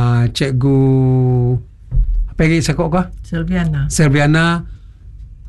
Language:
Malay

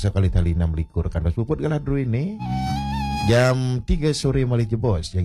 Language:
Balinese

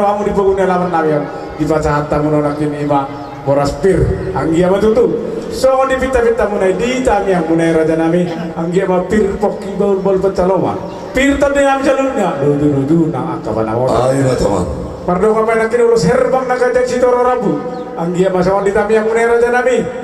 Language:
Batak Toba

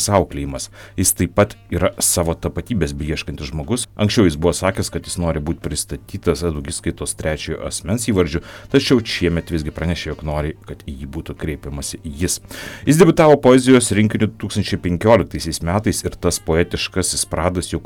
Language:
Lithuanian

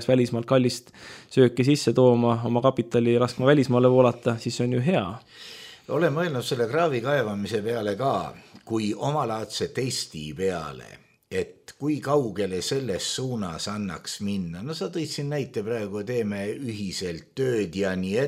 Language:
Estonian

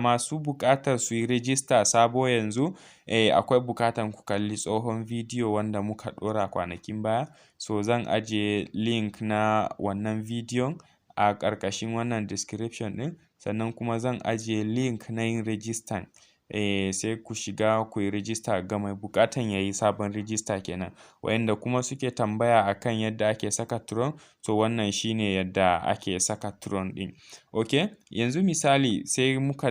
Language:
Hausa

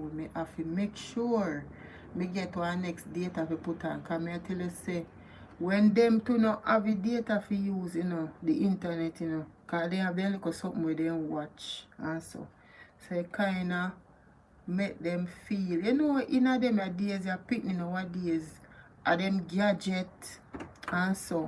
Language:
Jamaican Creole English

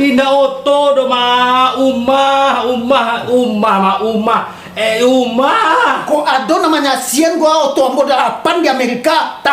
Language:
Minangkabau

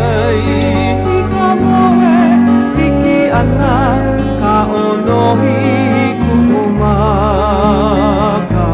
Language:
Hawaiian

